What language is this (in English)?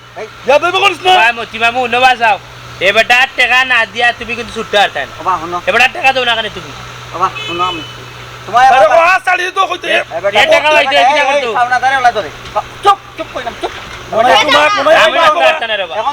Sylheti